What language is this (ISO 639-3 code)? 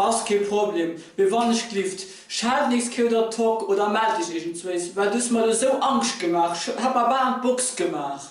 ltz